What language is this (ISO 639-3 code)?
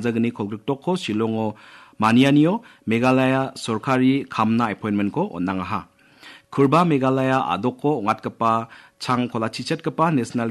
grt